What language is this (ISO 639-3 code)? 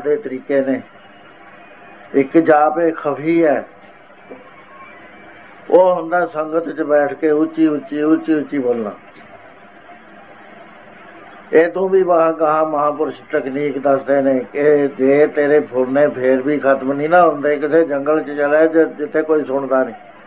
pan